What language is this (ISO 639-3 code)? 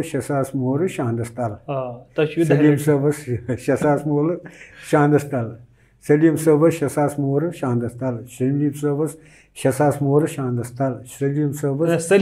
kas